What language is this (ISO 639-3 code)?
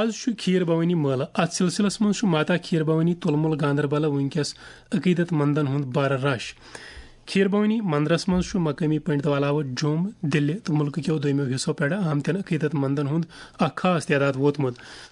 kas